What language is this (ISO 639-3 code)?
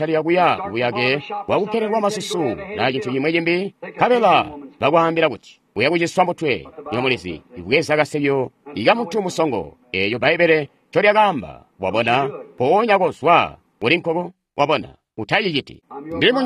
toi